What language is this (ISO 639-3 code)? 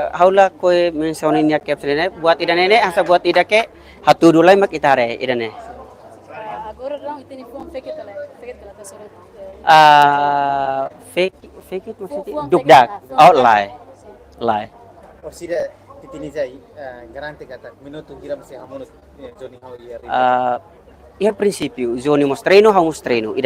tet